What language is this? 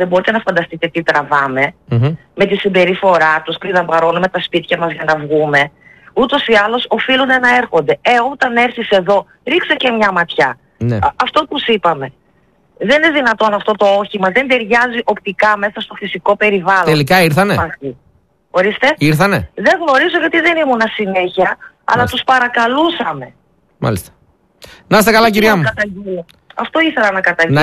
Greek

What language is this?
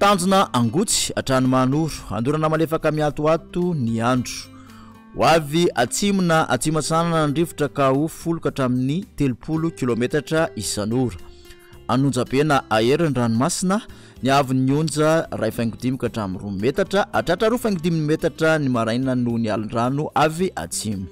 Malagasy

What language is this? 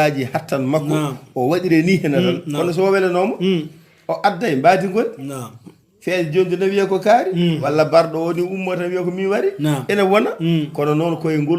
Fula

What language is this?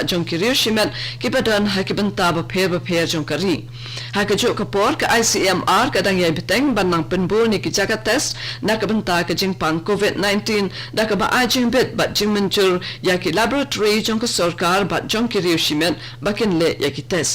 Khasi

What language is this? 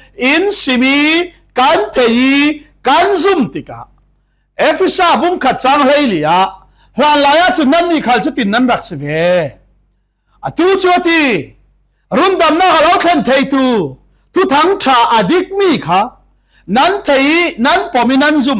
Falam Chin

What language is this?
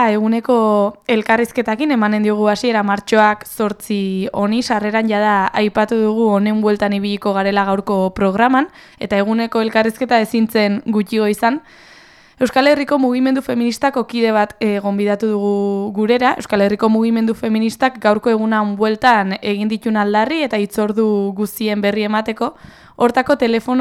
Basque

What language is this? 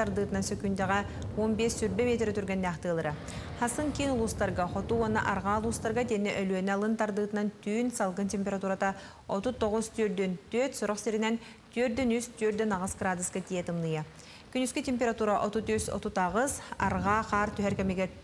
Yakut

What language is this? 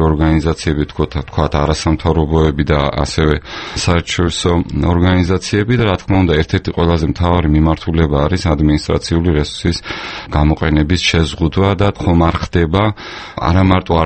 Georgian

